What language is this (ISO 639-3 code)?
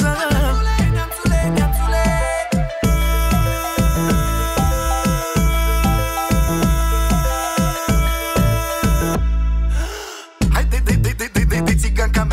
ron